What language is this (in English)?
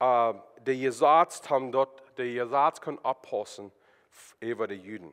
Plautdietsch